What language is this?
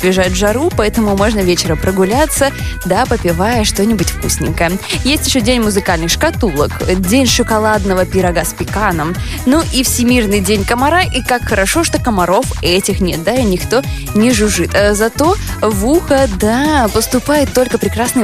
Russian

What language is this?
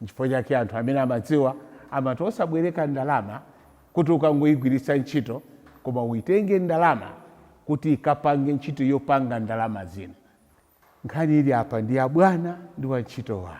Nyanja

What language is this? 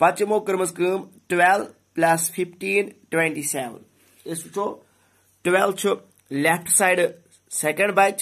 Kashmiri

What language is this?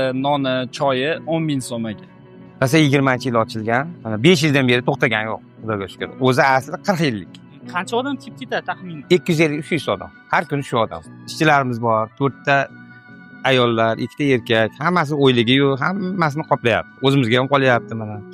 Uzbek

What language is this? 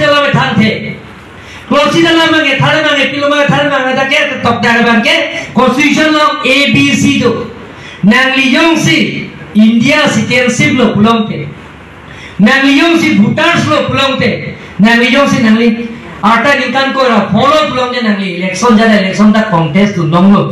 Karbi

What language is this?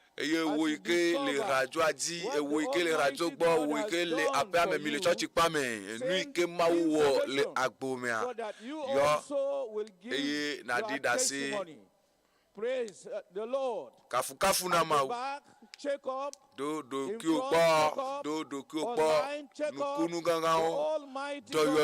Ewe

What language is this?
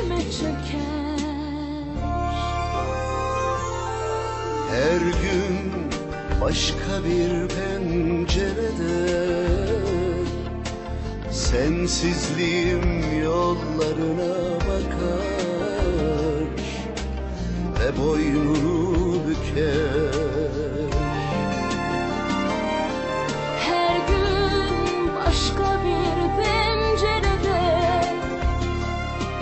Turkish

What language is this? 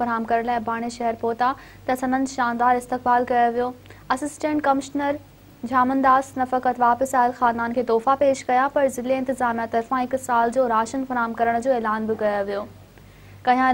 Sindhi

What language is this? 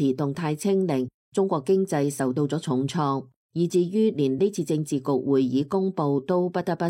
Cantonese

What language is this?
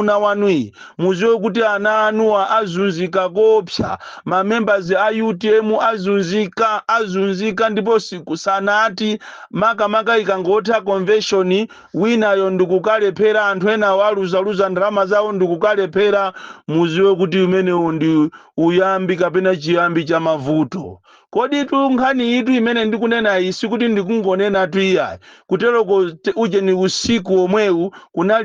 Nyanja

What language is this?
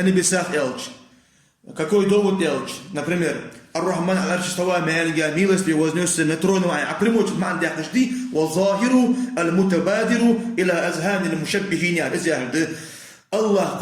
Ingush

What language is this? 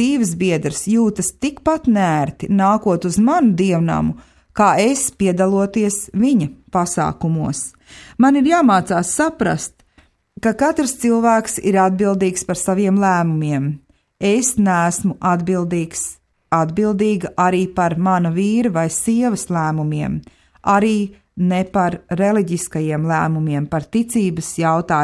Latvian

